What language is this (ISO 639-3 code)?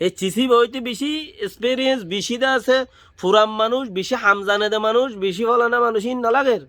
rhg